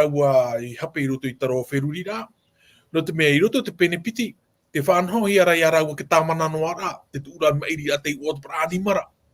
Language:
Tahitian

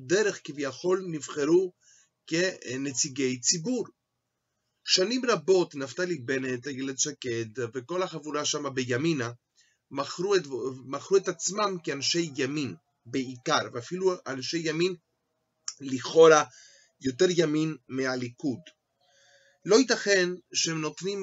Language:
Hebrew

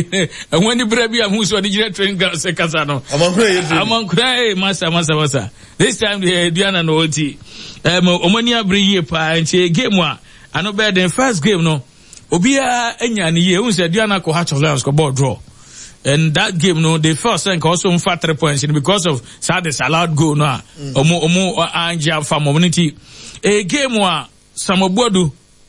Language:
Akan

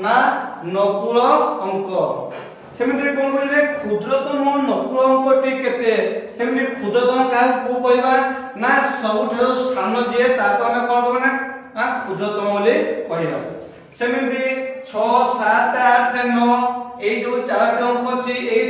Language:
Odia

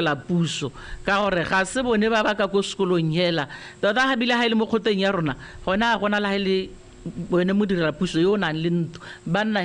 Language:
Tswana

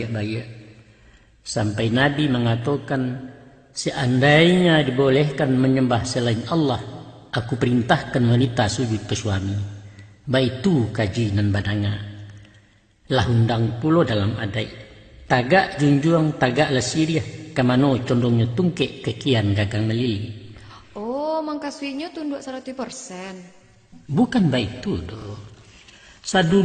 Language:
Minangkabau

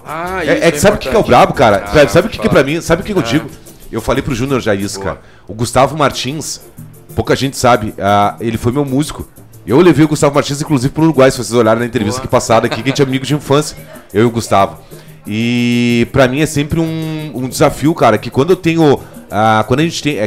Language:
Portuguese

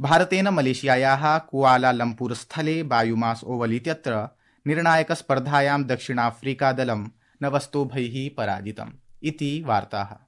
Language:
Sanskrit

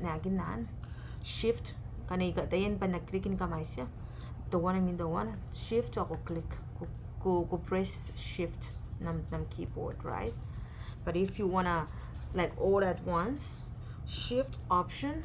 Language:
Gilbertese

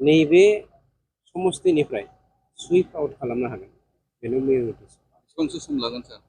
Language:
Bodo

